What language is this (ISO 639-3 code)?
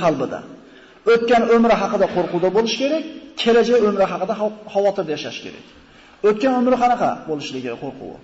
uzb